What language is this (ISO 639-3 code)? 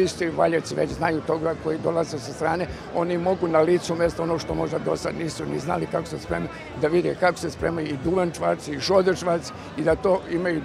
srp